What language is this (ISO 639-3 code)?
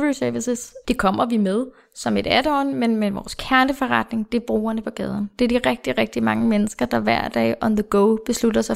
dan